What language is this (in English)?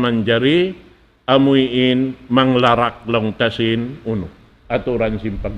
Tausug